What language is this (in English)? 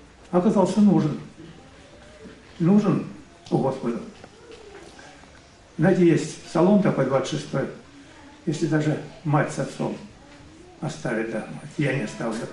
Russian